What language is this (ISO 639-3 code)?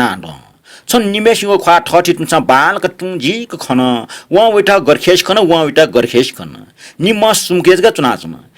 new